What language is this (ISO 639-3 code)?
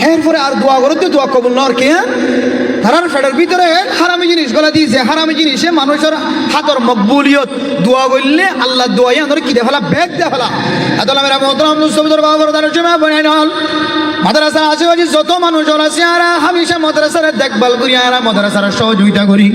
rhg